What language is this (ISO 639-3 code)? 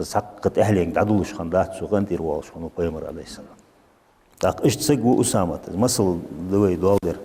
inh